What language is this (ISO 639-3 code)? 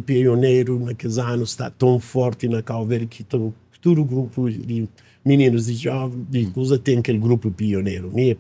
kea